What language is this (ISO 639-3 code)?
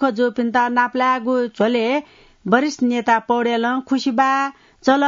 new